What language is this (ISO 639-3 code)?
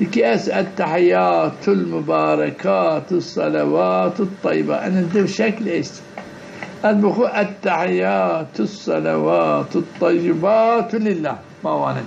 zza